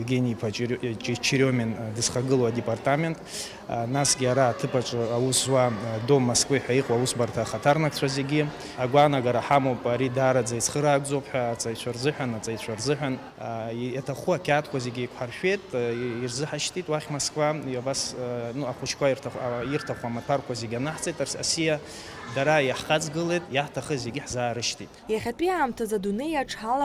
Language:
Abkhazian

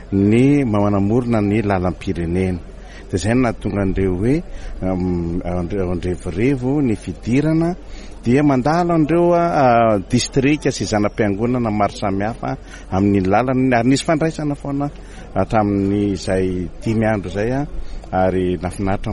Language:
Malagasy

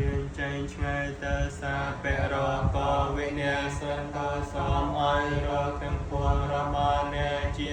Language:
Khmer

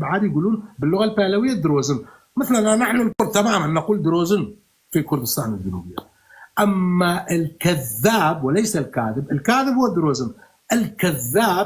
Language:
North Levantine Arabic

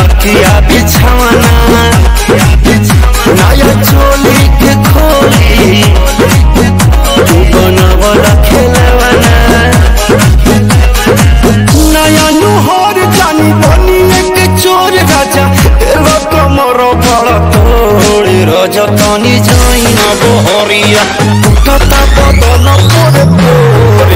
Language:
Bhojpuri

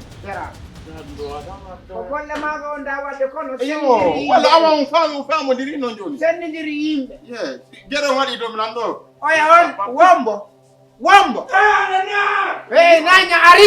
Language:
Fula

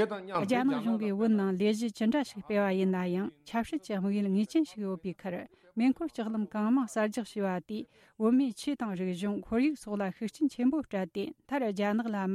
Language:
Tibetan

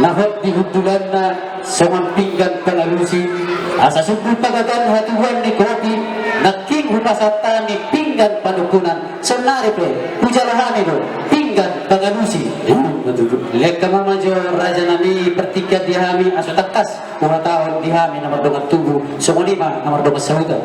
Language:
Batak Toba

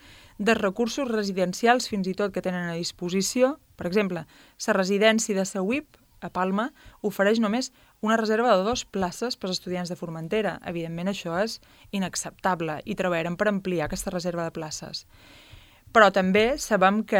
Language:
Catalan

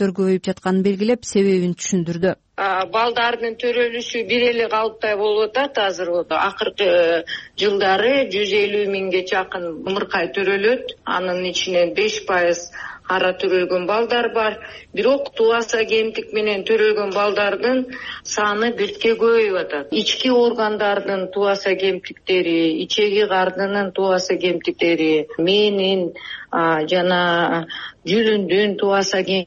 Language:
Kyrgyz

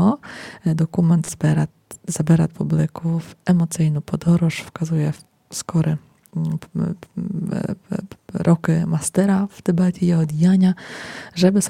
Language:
Rusyn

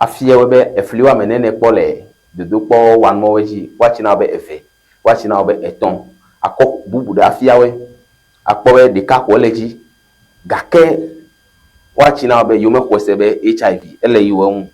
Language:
Ewe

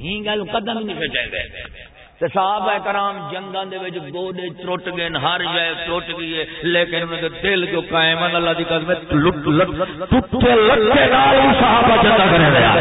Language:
Saraiki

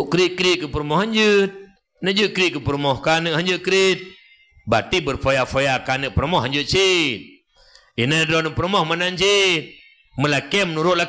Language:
Achinese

